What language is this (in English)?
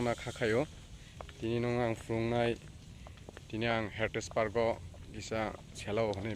Kok Borok